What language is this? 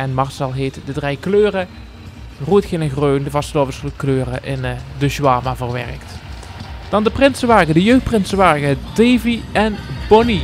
Limburgish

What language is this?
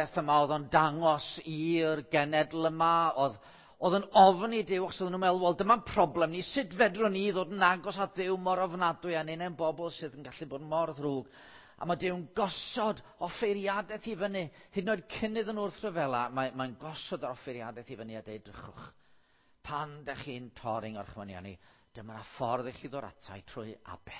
Welsh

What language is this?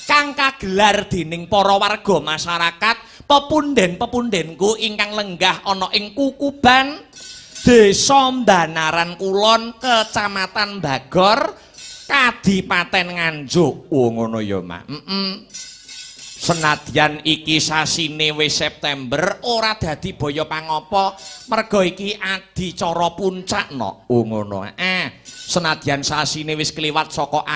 Javanese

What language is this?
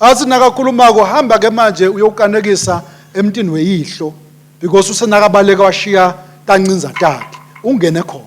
Swati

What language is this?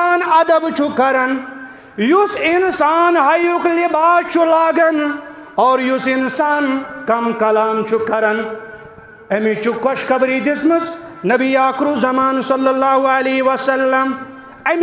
Kashmiri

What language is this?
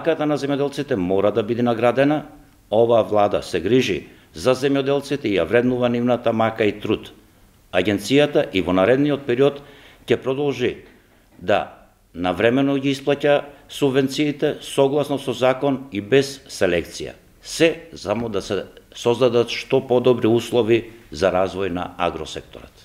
Macedonian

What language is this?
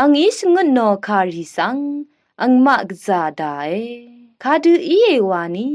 Rawang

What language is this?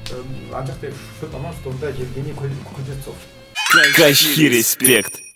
Chuvash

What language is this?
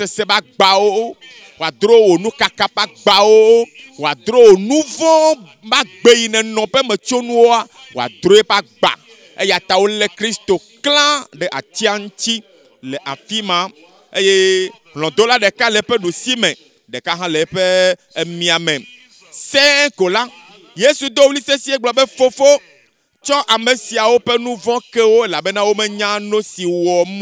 Ewe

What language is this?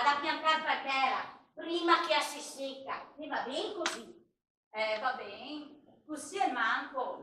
Venetian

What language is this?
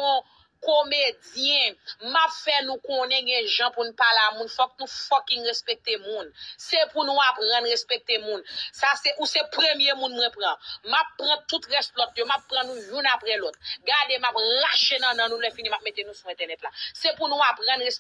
Haitian Creole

